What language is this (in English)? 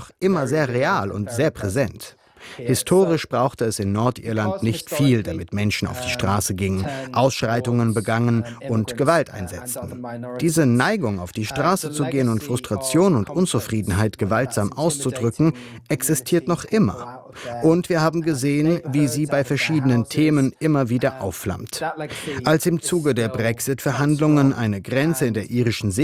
German